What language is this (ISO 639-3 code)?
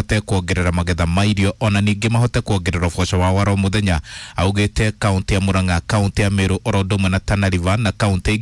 kik